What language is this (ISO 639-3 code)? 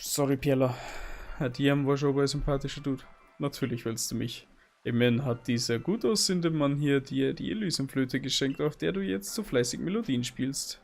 bar